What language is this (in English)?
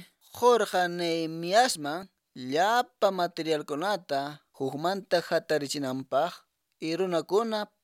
Quechua